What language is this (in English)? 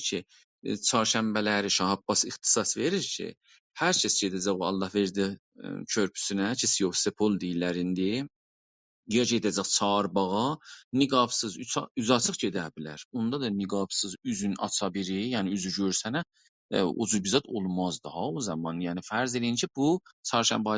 South Azerbaijani